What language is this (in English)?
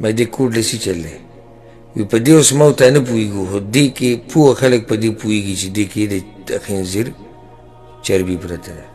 Pashto